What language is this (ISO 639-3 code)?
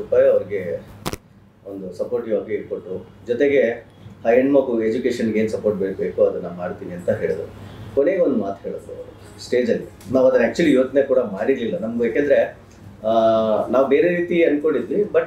kan